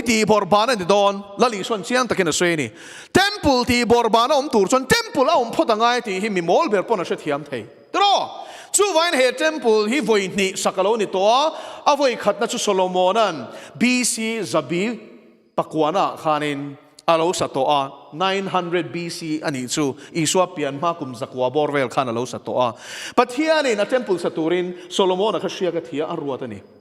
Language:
Mizo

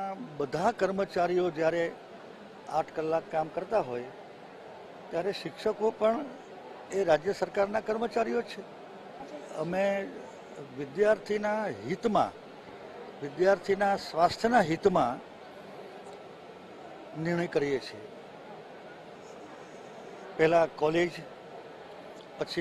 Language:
Gujarati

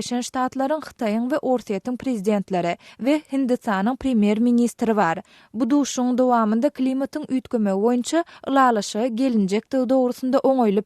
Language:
Turkmen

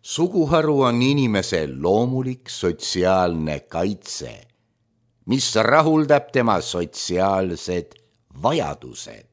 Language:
Estonian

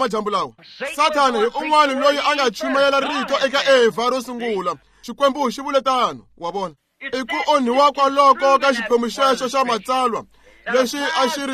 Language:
Tsonga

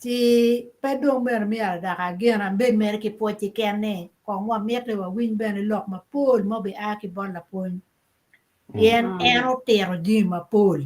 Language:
Acoli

